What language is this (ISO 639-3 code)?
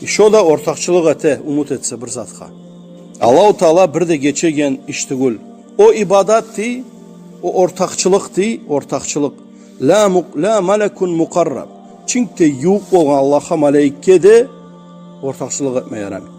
kum